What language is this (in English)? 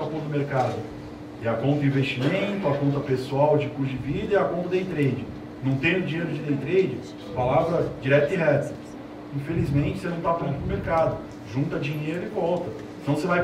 Portuguese